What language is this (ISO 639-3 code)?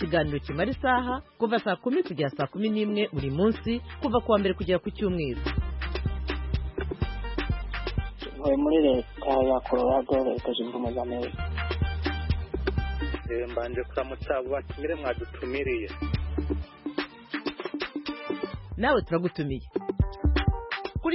kin